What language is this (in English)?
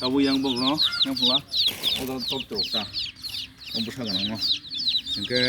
Kok Borok